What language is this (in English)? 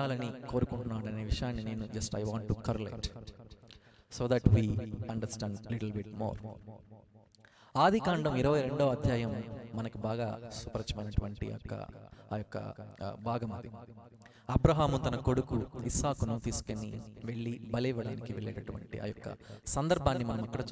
Telugu